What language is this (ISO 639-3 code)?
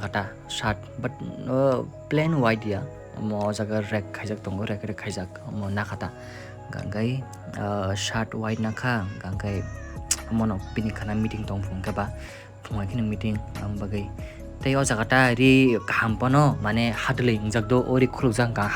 trp